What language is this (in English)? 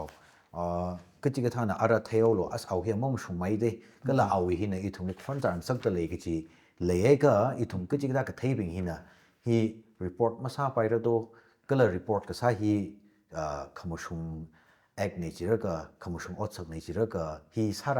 Tangkhul Naga (India)